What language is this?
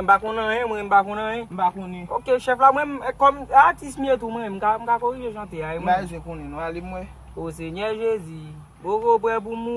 Haitian Creole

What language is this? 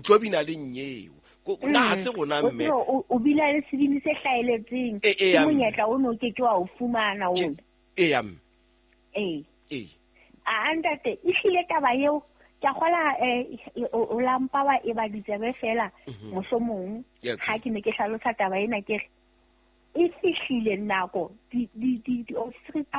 Southern Sotho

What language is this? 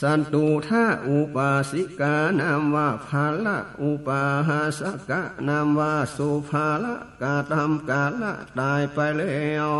Northern Thai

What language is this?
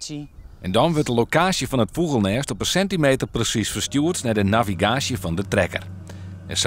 Western Frisian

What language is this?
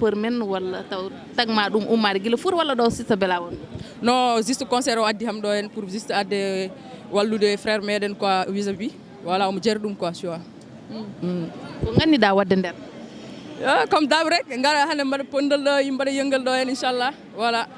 Fula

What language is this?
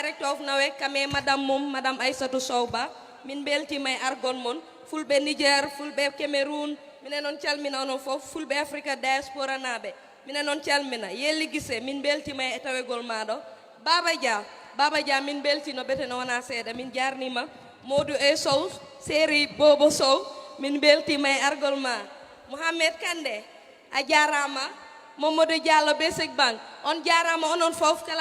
Fula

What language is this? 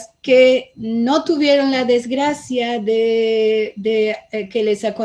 Ladino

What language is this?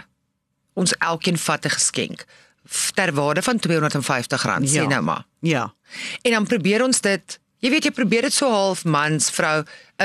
Afrikaans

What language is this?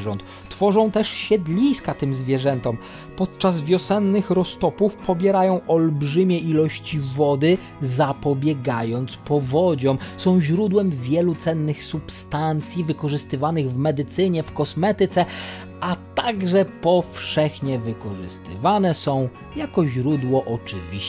Polish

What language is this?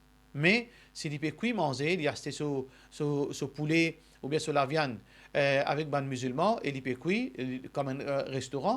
Morisyen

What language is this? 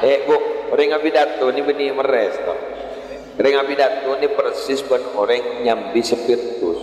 Madurese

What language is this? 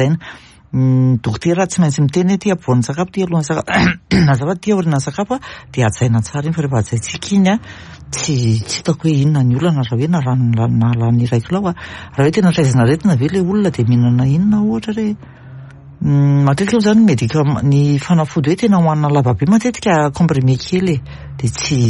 Malagasy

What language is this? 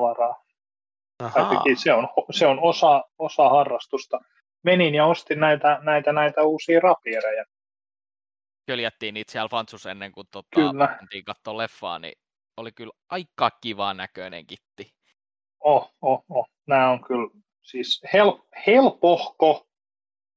Finnish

